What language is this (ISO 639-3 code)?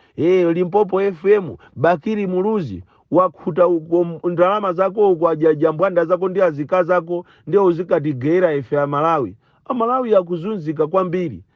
nya